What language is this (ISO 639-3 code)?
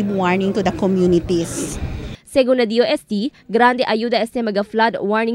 cbk